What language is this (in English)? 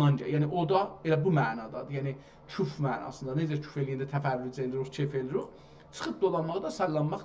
South Azerbaijani